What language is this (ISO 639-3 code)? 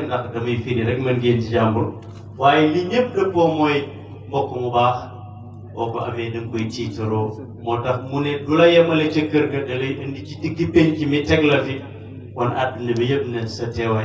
wol